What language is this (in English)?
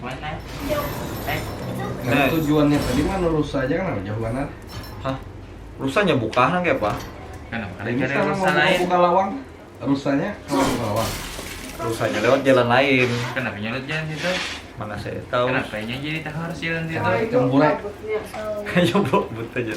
Banjar